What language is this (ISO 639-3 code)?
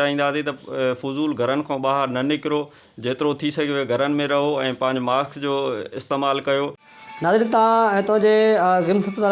snd